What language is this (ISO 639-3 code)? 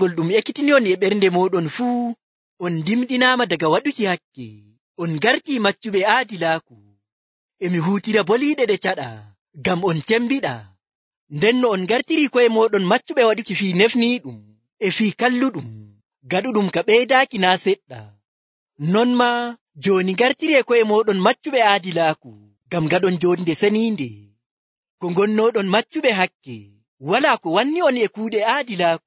fuv